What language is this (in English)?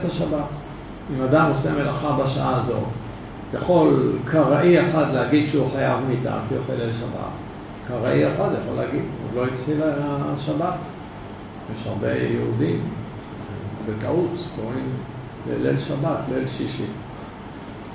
Hebrew